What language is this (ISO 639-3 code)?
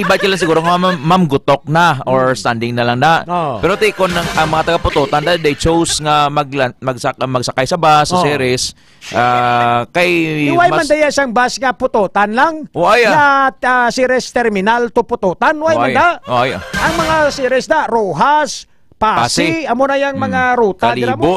hil